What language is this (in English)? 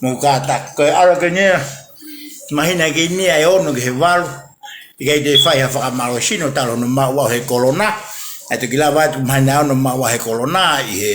Tongan